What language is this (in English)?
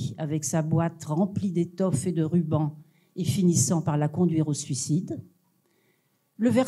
French